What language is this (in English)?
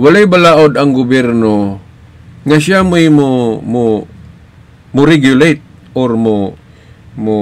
Cebuano